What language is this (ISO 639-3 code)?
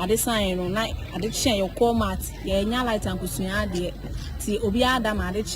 aka